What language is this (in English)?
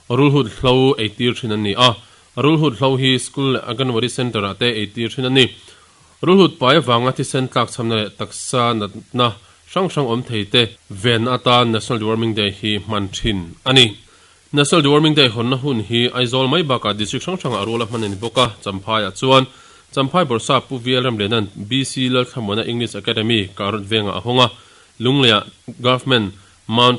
Mizo